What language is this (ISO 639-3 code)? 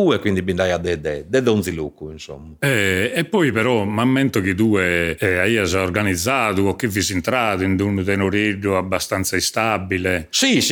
srd